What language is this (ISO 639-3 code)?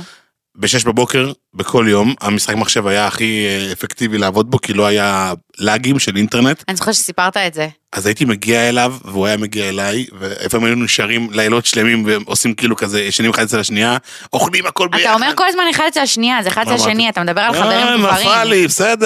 heb